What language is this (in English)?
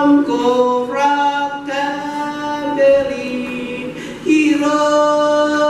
Marshallese